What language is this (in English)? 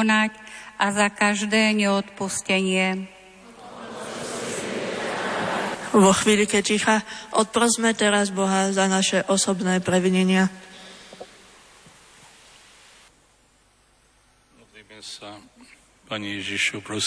Slovak